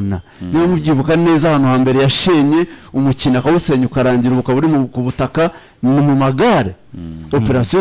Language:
Kinyarwanda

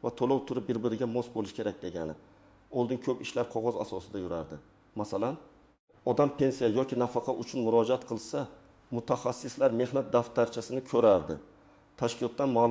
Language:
Uzbek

